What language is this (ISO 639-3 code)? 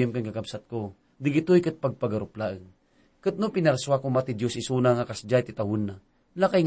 ilo